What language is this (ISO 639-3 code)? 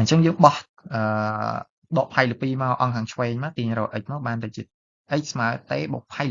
khm